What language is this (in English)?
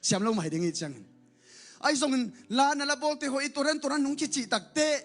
Tedim Chin